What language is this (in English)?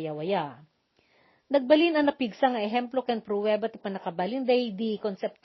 Iloko